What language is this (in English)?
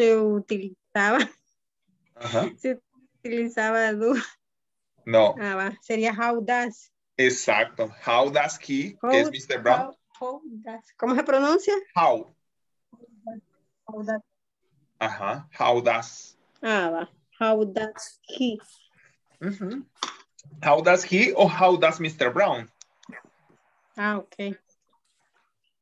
Spanish